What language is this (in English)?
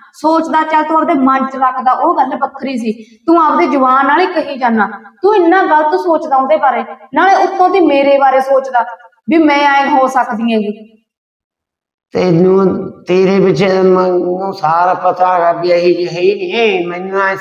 Punjabi